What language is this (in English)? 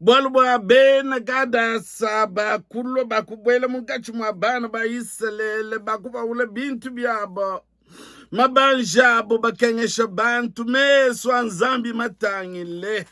Luba-Lulua